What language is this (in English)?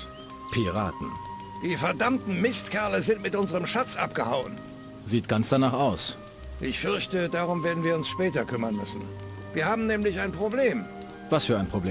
Bavarian